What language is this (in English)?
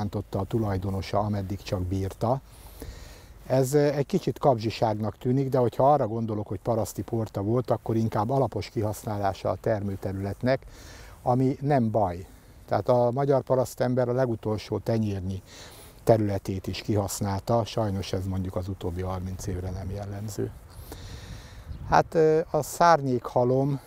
Hungarian